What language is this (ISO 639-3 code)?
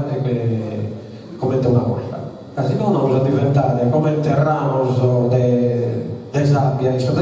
srd